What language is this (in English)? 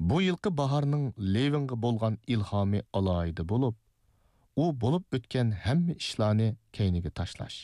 Uyghur